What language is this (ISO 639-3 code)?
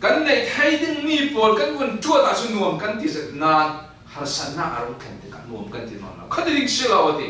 cfm